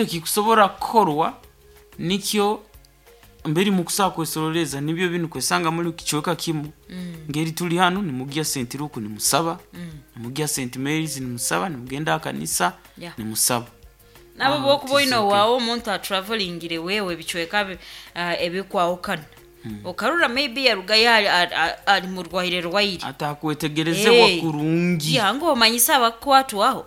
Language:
Nyoro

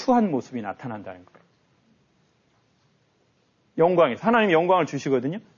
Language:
Korean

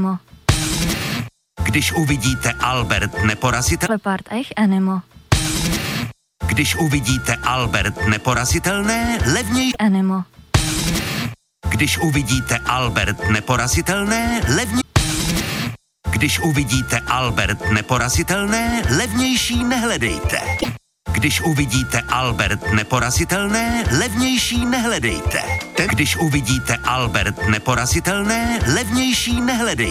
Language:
Czech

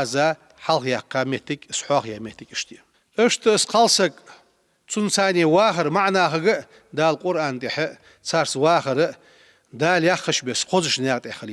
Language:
Ingush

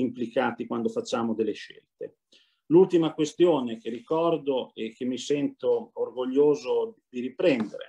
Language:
Italian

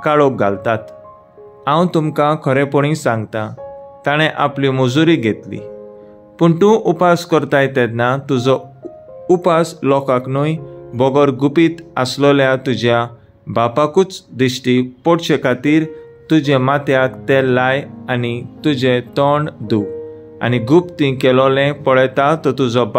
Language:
Konkani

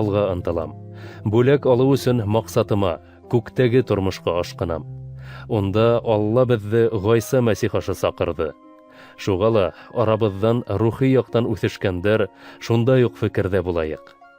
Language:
Bashkir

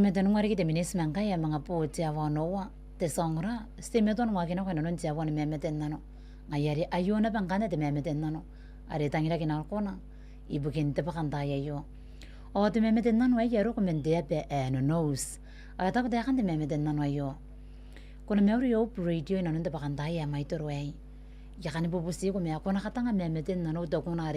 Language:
Gilbertese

